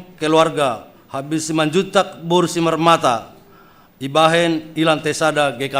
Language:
Batak Simalungun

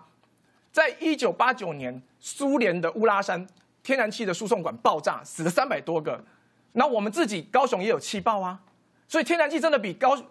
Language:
Chinese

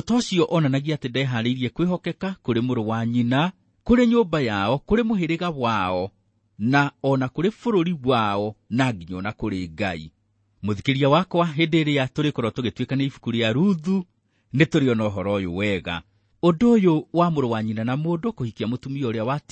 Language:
Kikuyu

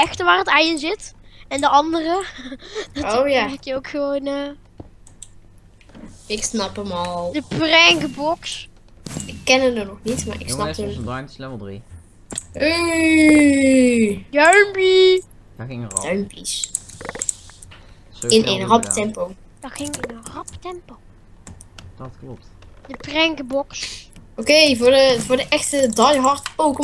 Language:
Dutch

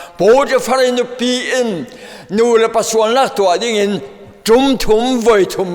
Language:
Falam Chin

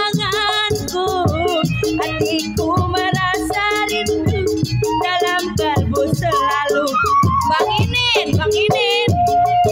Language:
Betawi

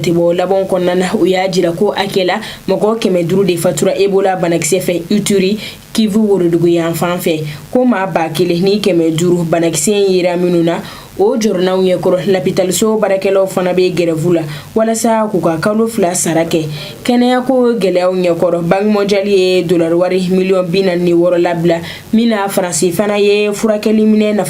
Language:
Bambara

